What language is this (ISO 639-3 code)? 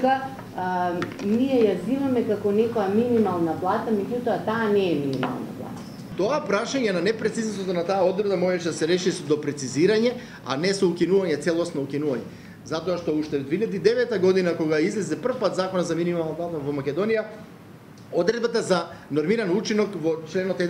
mkd